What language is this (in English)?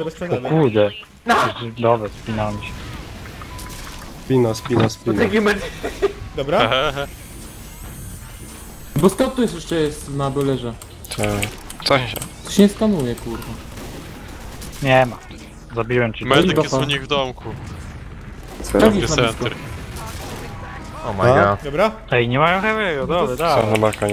Polish